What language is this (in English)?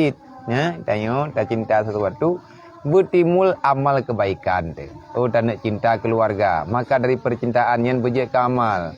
Achinese